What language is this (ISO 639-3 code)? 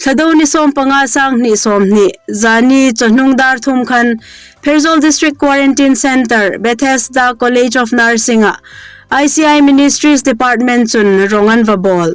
hmr